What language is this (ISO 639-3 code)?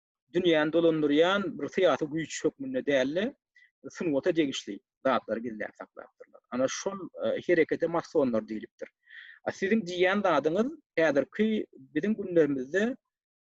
tuk